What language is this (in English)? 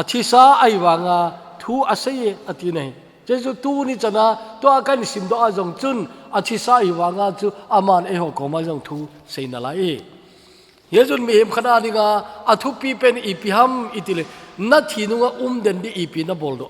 Thado Chin